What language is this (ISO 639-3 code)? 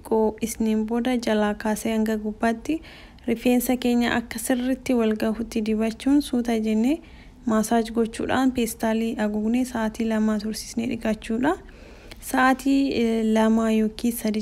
orm